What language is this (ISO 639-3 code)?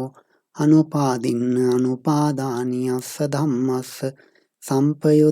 pli